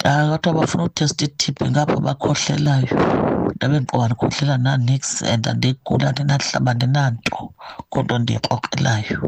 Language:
Xhosa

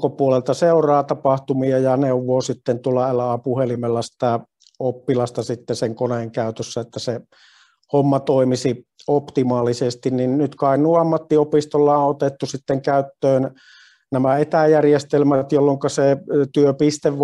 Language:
Finnish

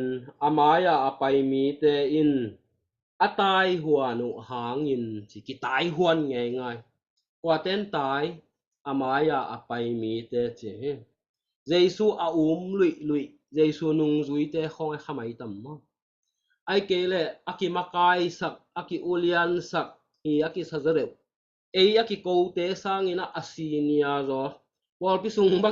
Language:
Tedim Chin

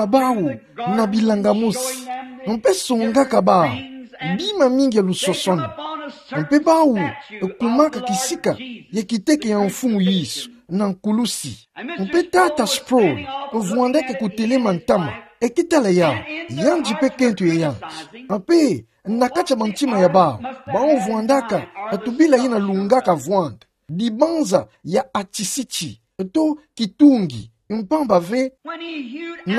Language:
Kituba (Democratic Republic of Congo)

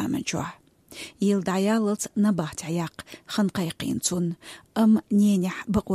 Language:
Chechen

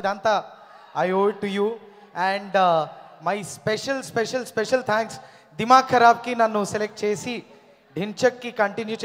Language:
Telugu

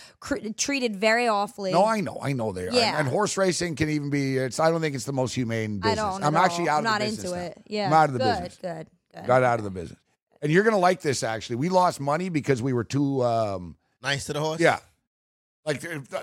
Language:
English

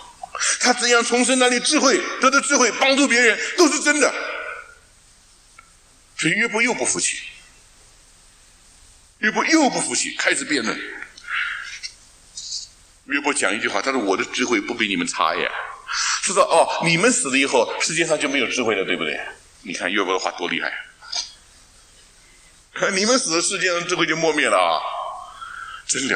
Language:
Chinese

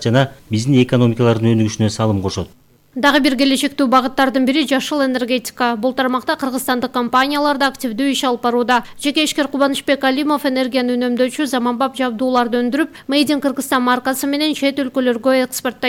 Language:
Kyrgyz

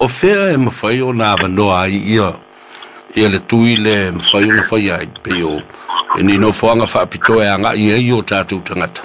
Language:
Samoan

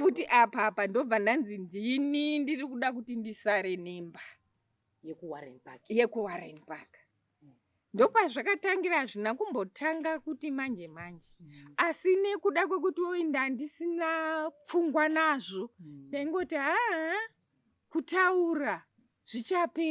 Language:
Shona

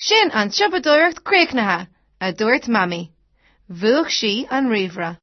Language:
Irish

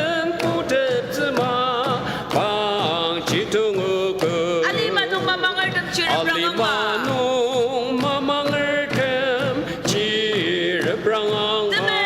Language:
Ao Naga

